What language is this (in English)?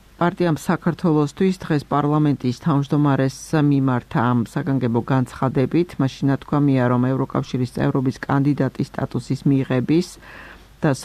Georgian